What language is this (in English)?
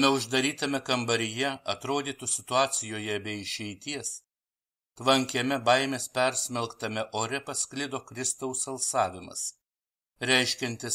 Lithuanian